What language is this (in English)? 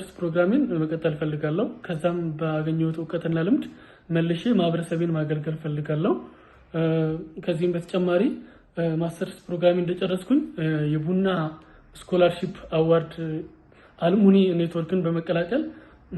Amharic